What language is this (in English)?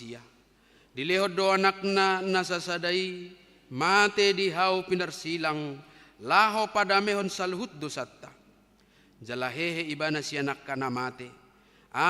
Batak Toba